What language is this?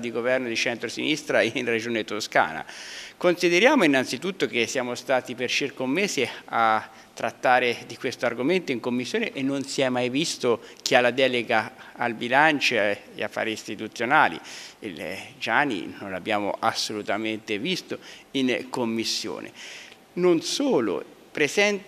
Italian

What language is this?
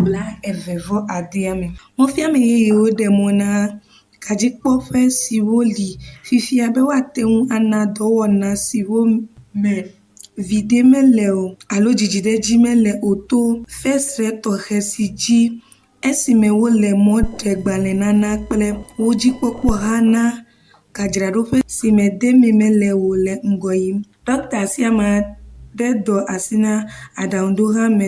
Ewe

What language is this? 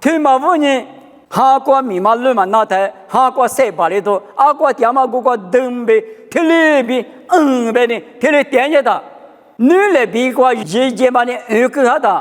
Lisu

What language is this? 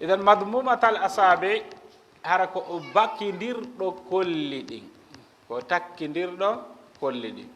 Fula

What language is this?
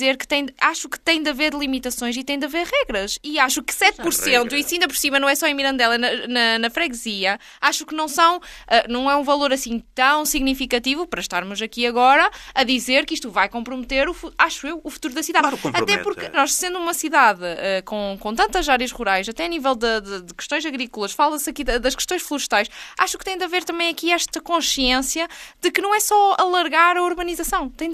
Portuguese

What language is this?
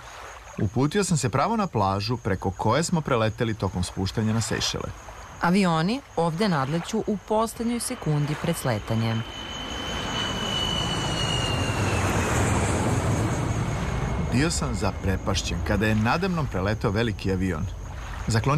Serbian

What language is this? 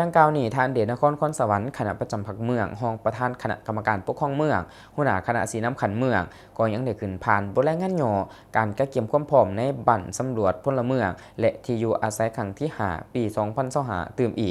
Lao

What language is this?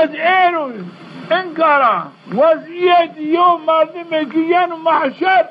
Zaza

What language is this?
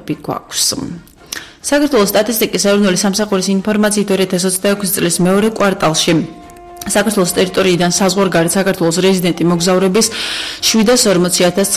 Georgian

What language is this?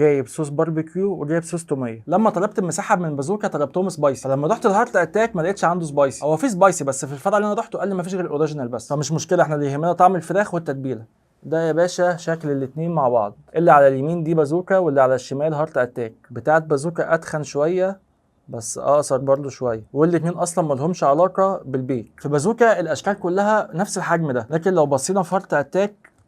Egyptian Arabic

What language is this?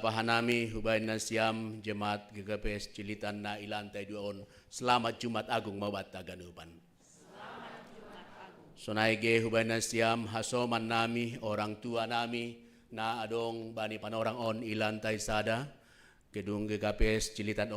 Batak Simalungun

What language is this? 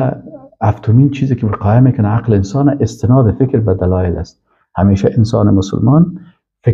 Persian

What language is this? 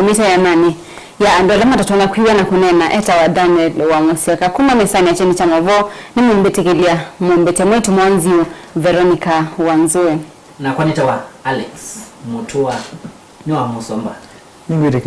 Kamba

